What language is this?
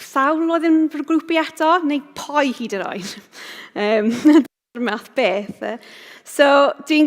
Welsh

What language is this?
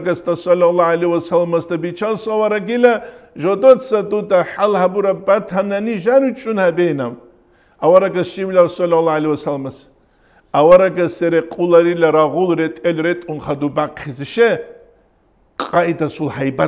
Avaric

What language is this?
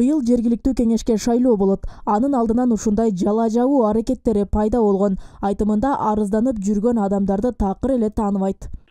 Kyrgyz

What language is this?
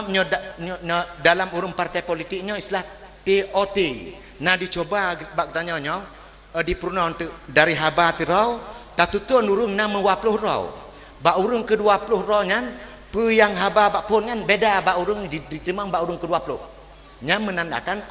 Achinese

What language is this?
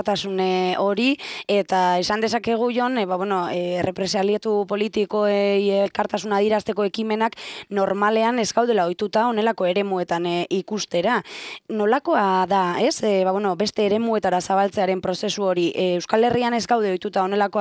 Basque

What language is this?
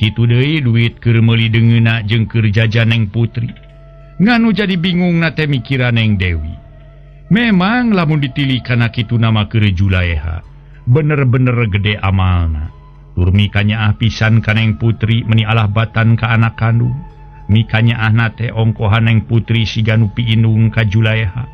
Sundanese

